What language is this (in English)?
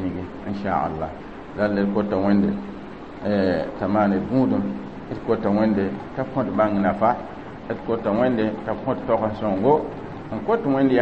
Mossi